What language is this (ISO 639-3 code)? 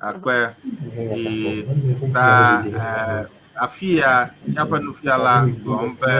ewe